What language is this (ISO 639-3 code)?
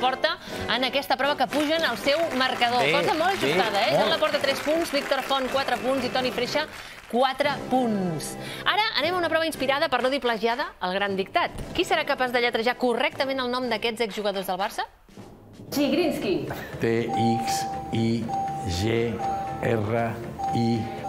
cat